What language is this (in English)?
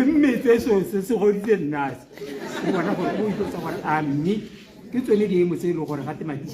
Tswana